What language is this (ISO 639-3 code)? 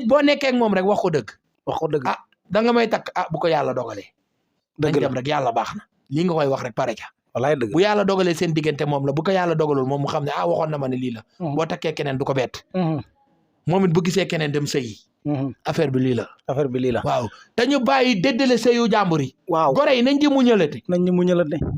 wol